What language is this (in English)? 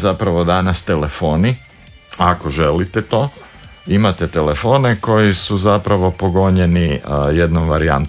Croatian